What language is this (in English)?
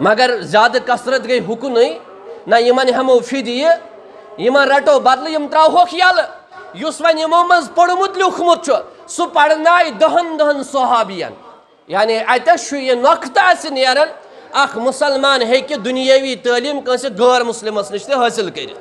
Kashmiri